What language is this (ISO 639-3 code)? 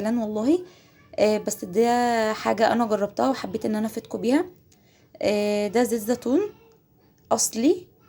arz